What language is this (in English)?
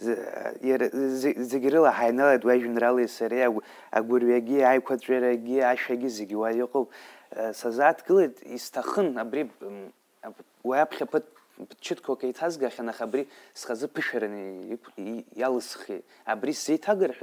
Abkhazian